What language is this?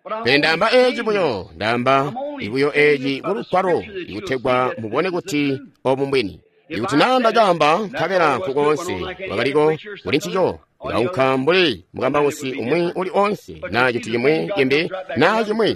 Tonga (Zambia)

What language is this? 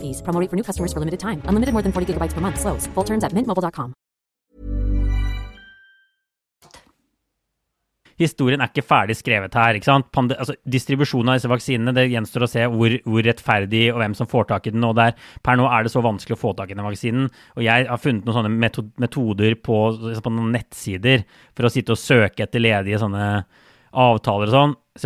Norwegian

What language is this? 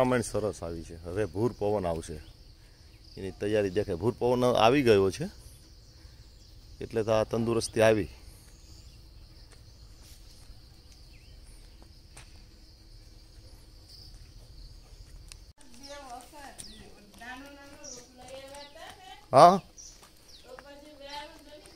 Gujarati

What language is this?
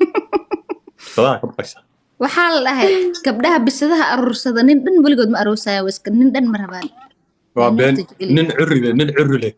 Somali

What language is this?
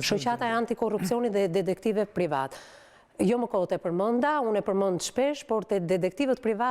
Albanian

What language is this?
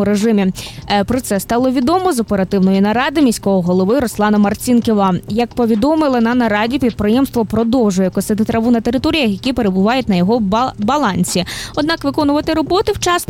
Ukrainian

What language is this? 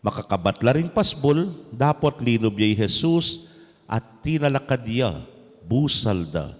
Pampanga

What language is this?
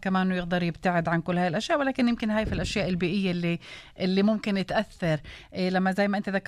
North Levantine Arabic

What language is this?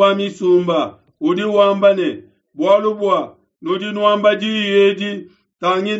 Luba-Lulua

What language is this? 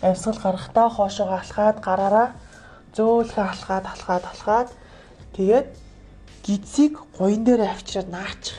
Mongolian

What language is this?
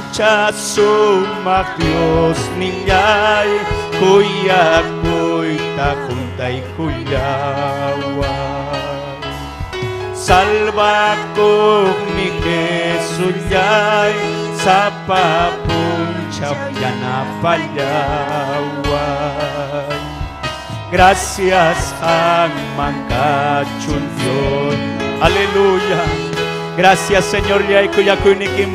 Ayacucho Quechua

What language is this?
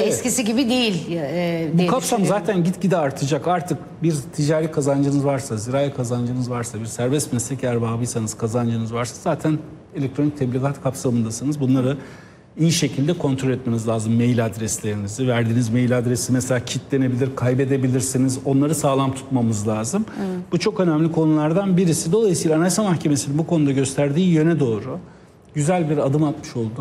Turkish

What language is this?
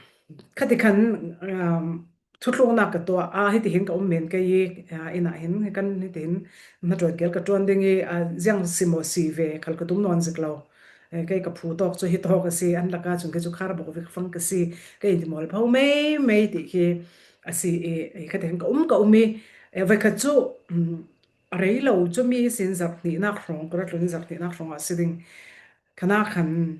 Falam Chin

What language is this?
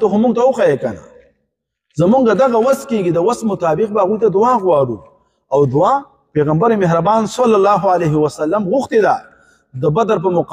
Pashto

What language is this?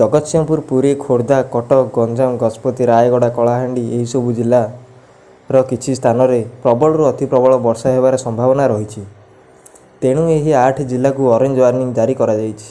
Odia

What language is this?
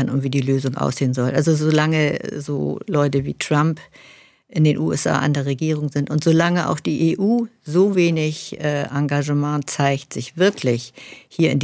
German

